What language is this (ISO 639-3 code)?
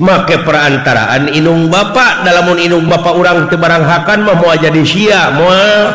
sun